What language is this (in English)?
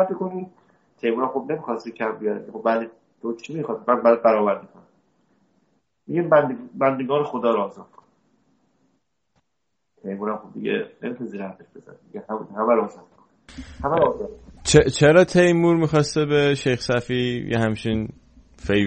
Persian